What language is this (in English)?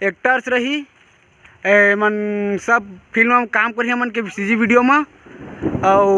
Chhattisgarhi